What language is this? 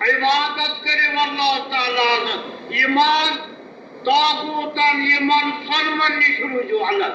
Kashmiri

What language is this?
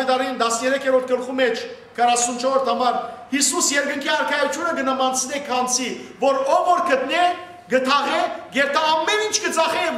Western Armenian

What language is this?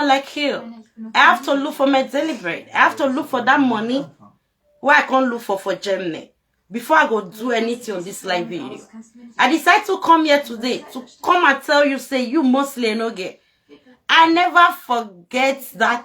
Nigerian Pidgin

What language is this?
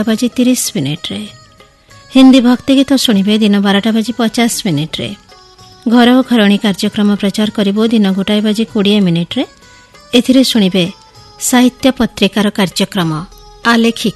Odia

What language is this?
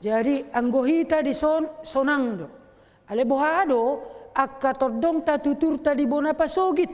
Batak Toba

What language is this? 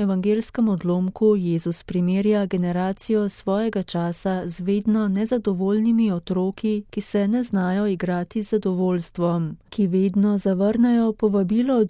Slovenian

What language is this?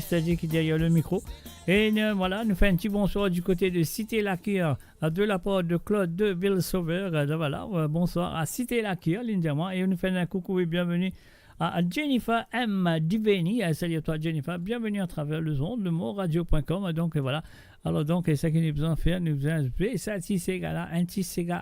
Morisyen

